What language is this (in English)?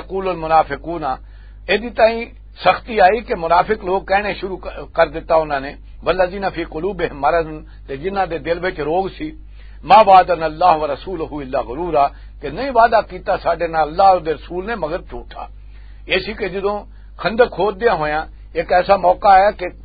Western Panjabi